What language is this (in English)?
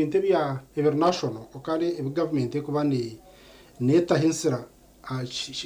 Nyankole